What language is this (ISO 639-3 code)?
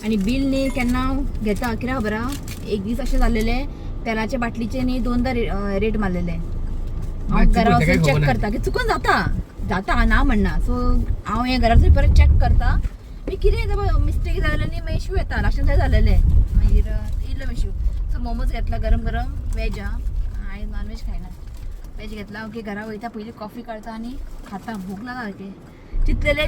kok